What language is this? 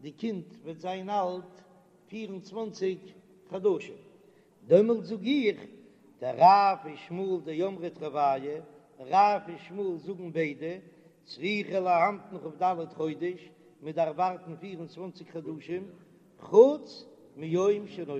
Yiddish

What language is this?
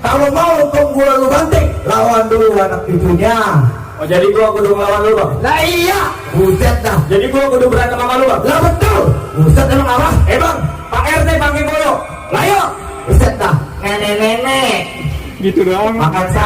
Betawi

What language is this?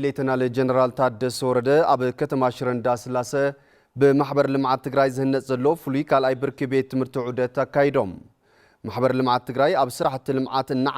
Tigrinya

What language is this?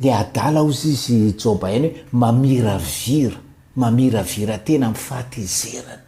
Malagasy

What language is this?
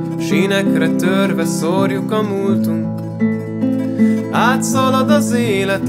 Hungarian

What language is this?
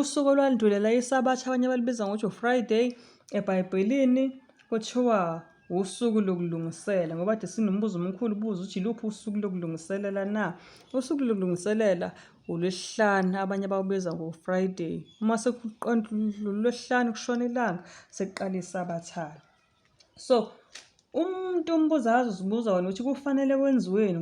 Zulu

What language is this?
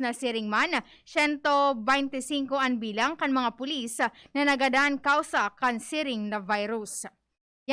Bikol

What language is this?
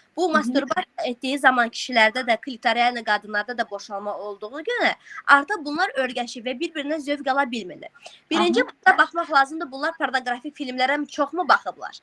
Azerbaijani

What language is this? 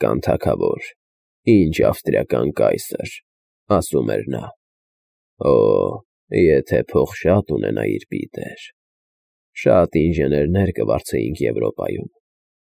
Armenian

